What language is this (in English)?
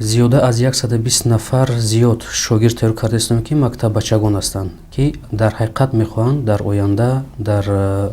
Tajik